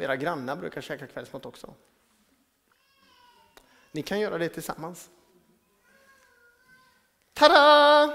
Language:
Swedish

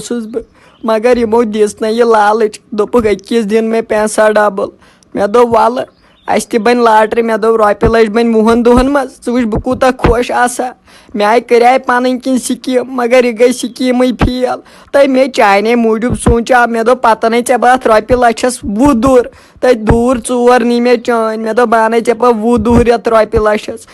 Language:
Kashmiri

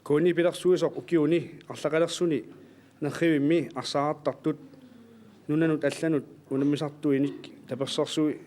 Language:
Kalaallisut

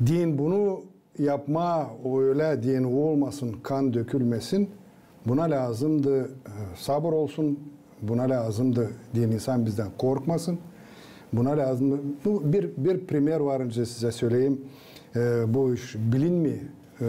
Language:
Gagauz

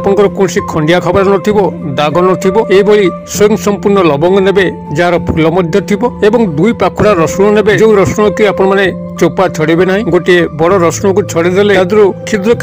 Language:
Odia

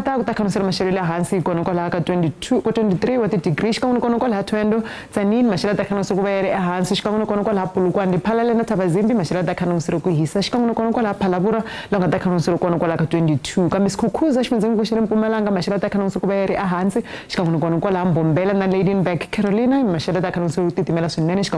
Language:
Tsonga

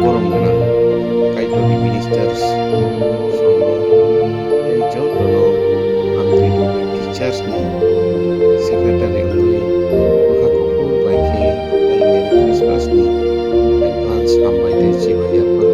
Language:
Kok Borok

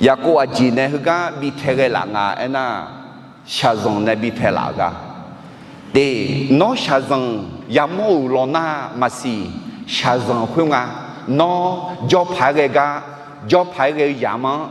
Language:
Akha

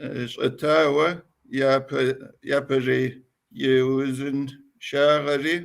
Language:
Kabardian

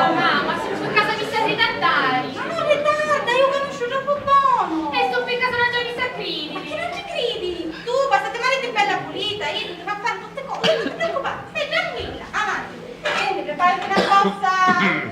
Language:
Sicilian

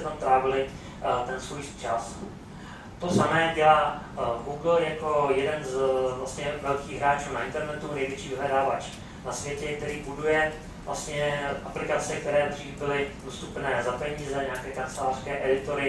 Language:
Czech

